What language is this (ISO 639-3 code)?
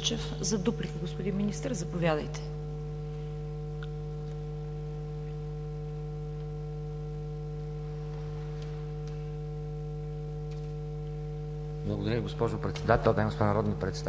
bul